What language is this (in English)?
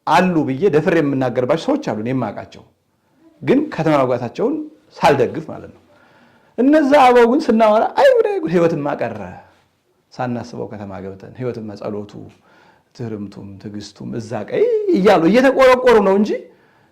Amharic